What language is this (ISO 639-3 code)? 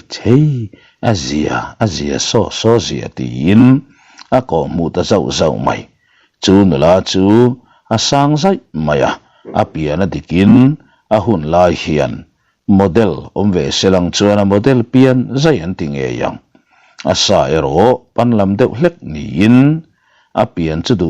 lus